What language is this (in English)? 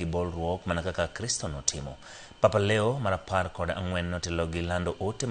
Luo (Kenya and Tanzania)